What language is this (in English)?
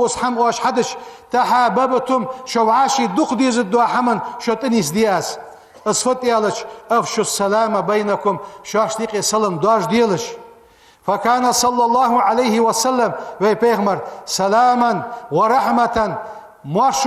Ingush